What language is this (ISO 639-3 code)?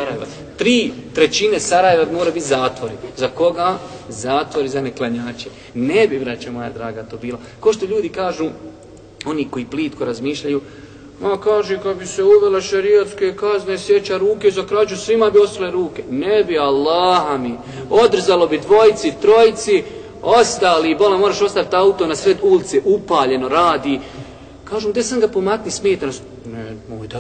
bos